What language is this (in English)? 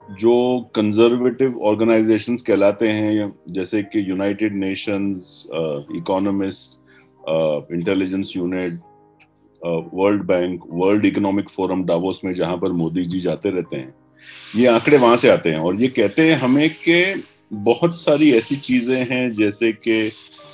Hindi